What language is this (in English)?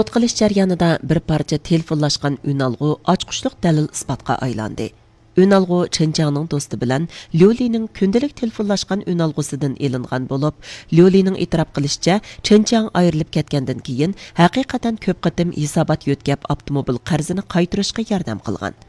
Uyghur